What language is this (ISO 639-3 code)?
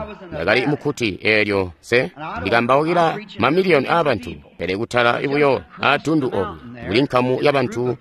toi